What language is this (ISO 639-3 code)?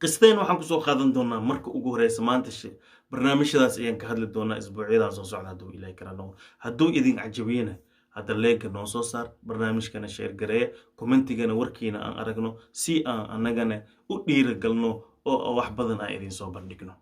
som